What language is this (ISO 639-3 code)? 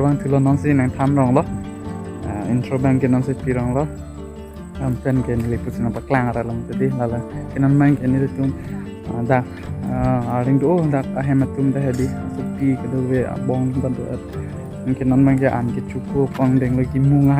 mjw